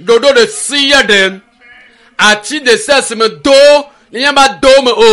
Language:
Ewe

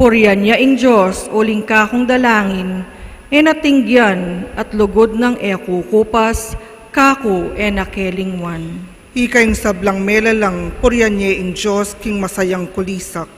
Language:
Pampanga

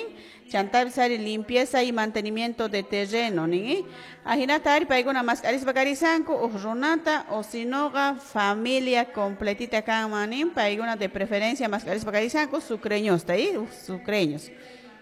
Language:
Quechua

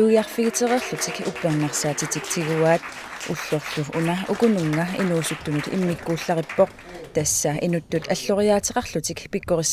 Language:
Kalaallisut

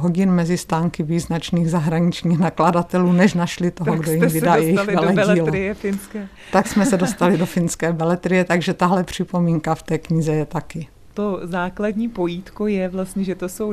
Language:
Czech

